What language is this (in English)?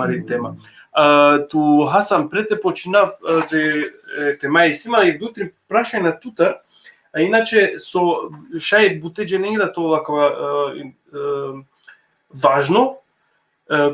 Balkan Romani